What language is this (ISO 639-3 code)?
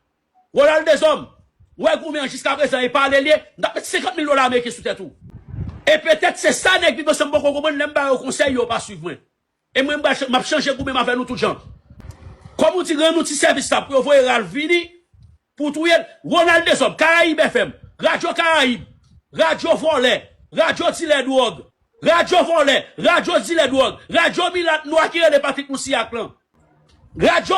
hat